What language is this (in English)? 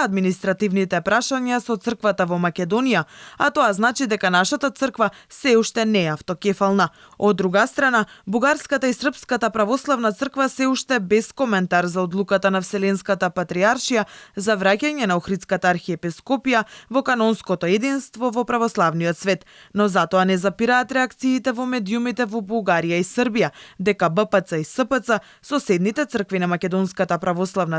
Macedonian